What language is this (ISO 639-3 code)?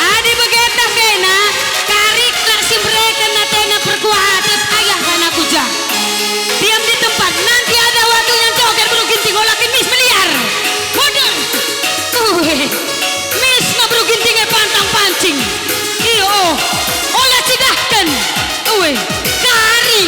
btx